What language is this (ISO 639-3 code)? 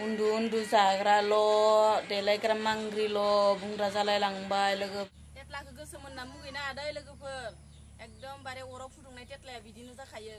brx